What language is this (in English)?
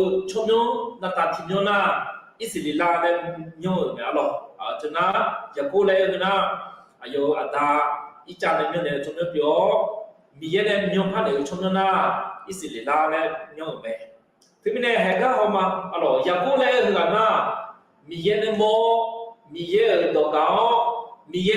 Akha